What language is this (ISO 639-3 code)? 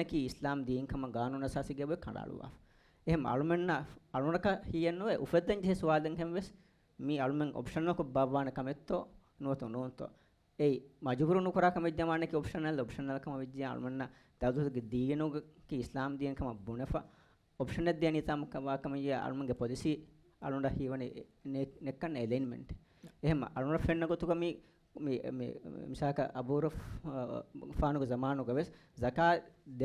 div